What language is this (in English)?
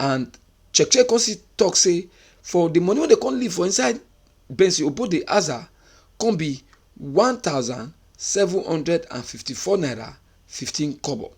Nigerian Pidgin